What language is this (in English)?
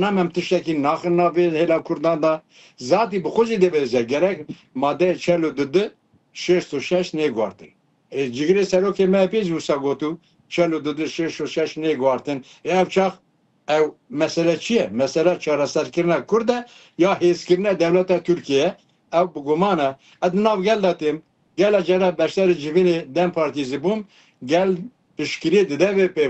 Kurdish